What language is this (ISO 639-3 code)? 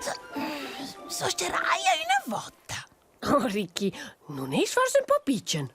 roh